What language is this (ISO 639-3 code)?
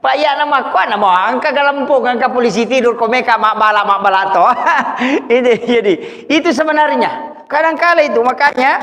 bug